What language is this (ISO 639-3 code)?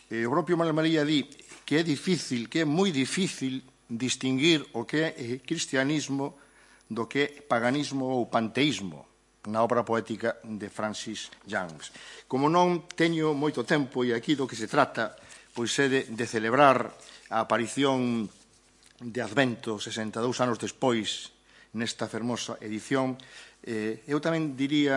glg